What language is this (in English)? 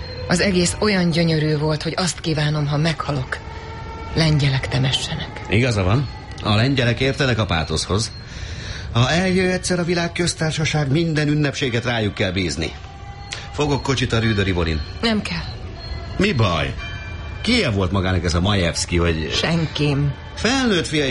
Hungarian